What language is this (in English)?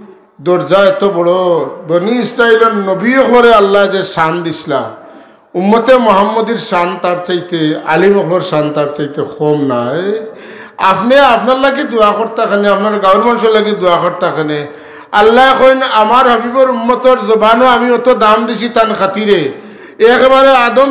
Sylheti